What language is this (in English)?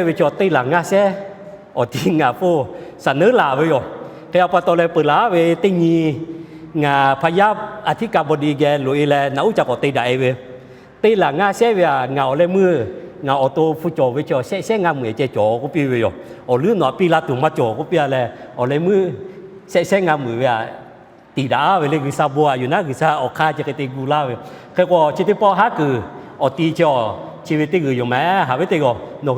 Lahu